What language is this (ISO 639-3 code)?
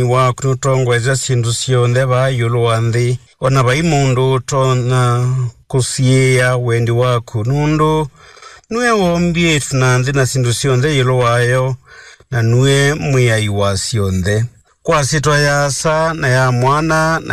kam